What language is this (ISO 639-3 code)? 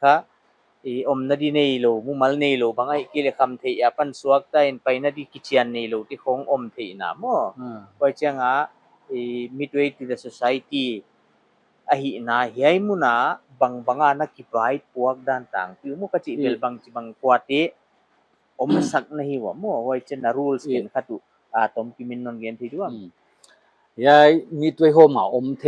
pck